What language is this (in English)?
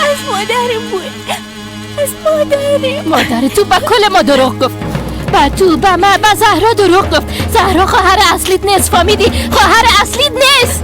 Persian